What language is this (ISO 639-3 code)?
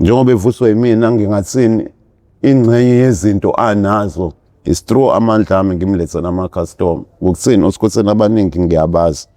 zul